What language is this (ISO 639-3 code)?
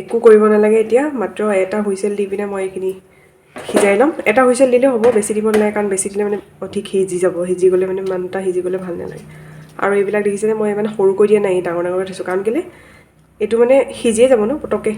asm